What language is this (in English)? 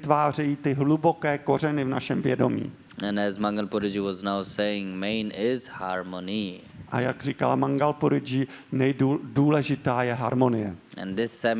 Czech